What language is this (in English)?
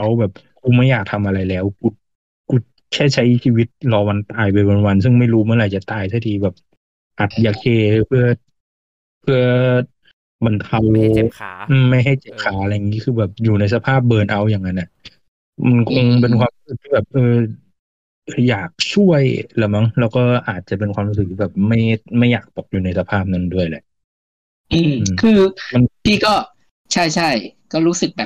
Thai